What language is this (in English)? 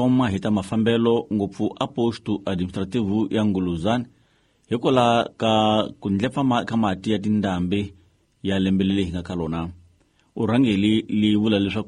Tsonga